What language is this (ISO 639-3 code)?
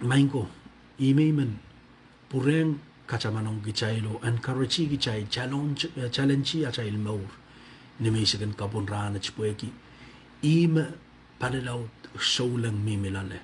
pon